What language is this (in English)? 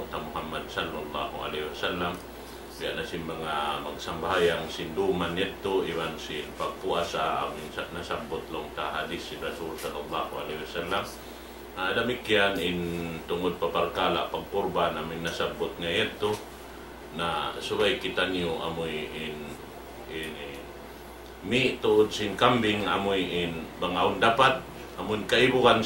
Tausug